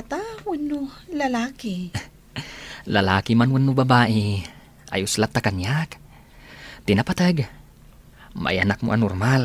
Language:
Iloko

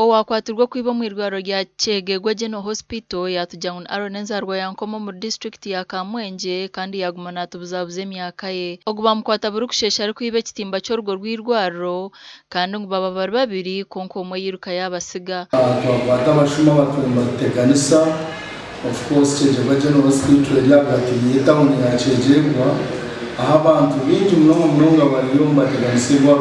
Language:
Nyankole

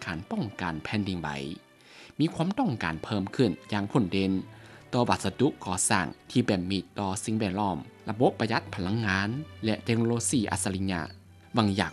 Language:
Lao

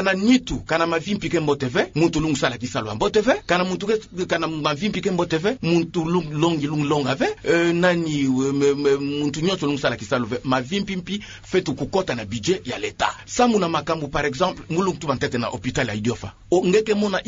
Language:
Kituba (Democratic Republic of Congo)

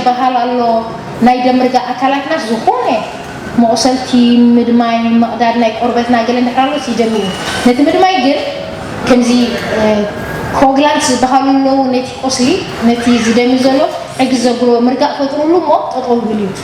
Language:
Tigrinya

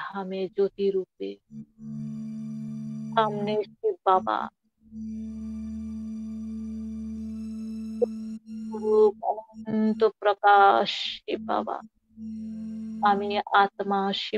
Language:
Bangla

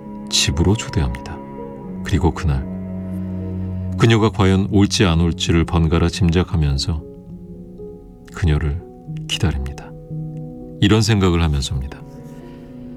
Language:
Korean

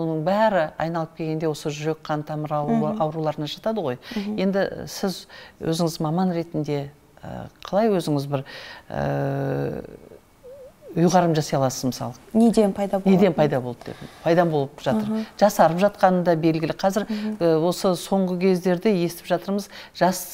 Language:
Kazakh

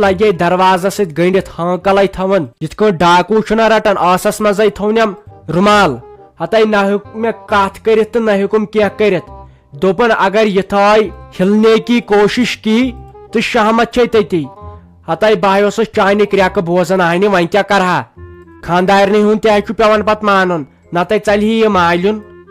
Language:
Kashmiri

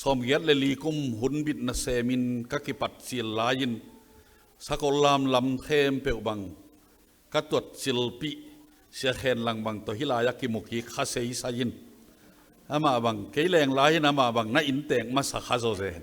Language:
Tedim Chin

